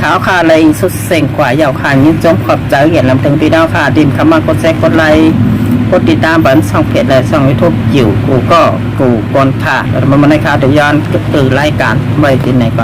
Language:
Shan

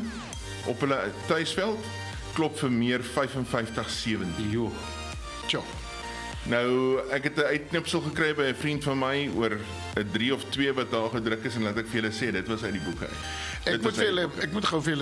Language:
Afrikaans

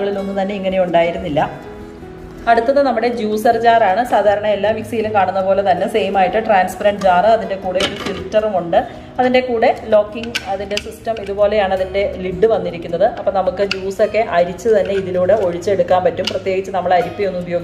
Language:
Malayalam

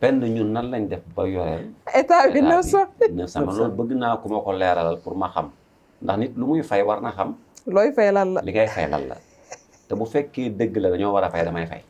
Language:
Wolof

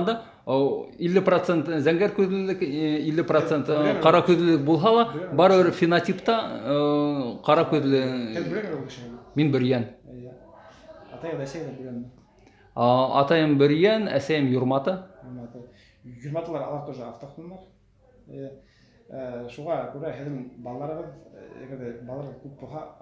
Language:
Bashkir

